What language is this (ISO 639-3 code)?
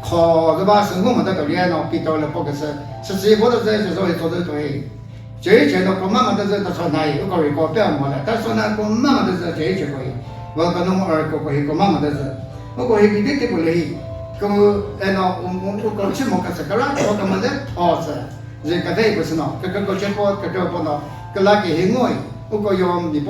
nri